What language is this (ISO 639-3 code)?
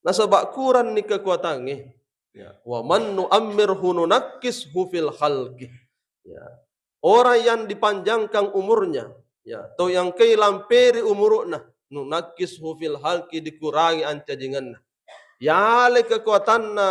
bug